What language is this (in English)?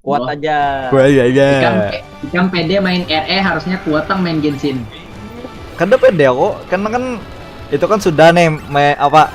Banjar